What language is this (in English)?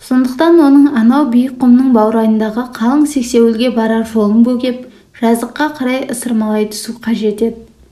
Kazakh